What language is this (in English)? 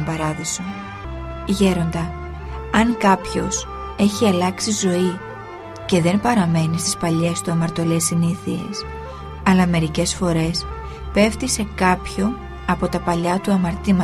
Greek